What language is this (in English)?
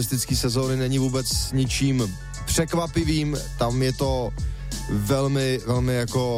Czech